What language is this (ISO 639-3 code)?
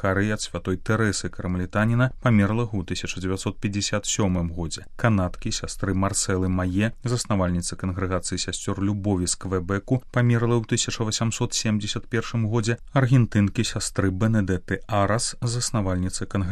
bel